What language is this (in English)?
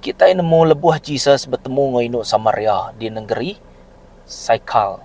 Iban